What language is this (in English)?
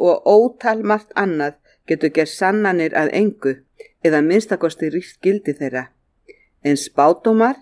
Icelandic